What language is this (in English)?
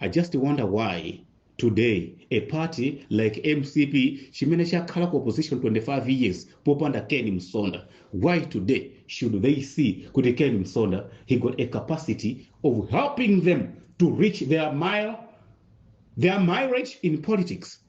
Nyanja